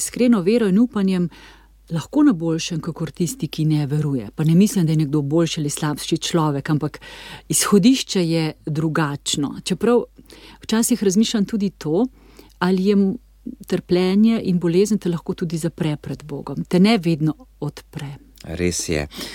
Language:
Slovenian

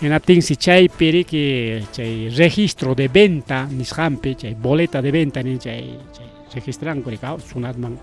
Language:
Ayacucho Quechua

